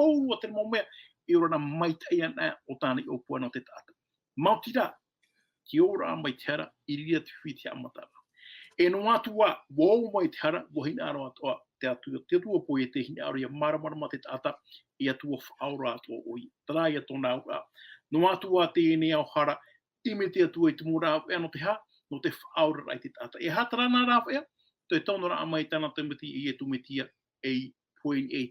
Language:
Tahitian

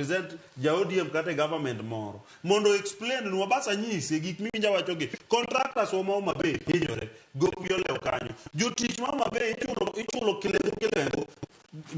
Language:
Luo (Kenya and Tanzania)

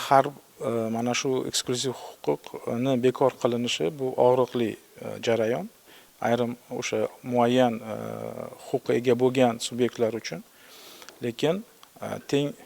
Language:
Uzbek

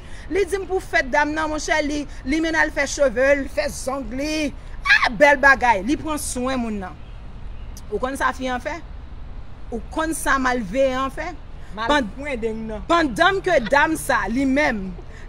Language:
Haitian Creole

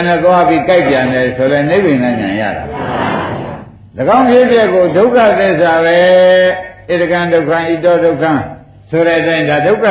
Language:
Burmese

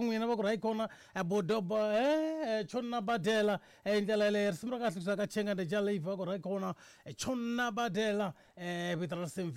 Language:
Tsonga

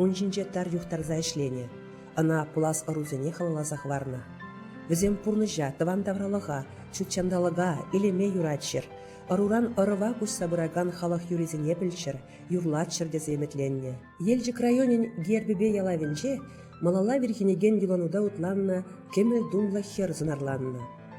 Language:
Chuvash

